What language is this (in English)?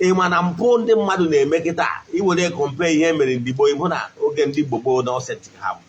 Igbo